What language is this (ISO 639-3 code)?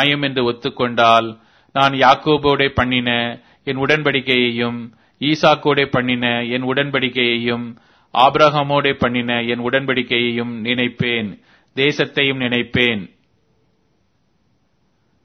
tam